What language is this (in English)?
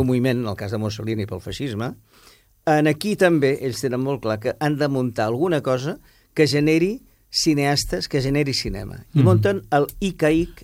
Catalan